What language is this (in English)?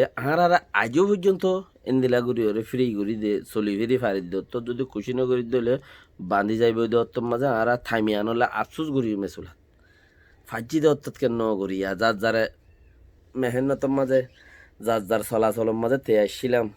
Rohingya